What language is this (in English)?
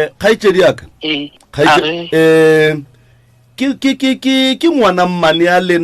Northern Sotho